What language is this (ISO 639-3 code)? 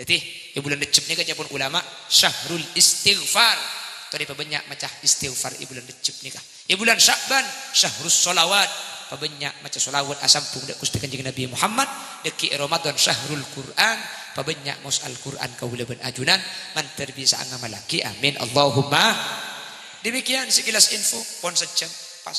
mad